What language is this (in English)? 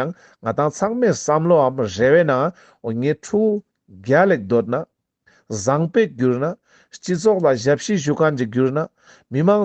Ladakhi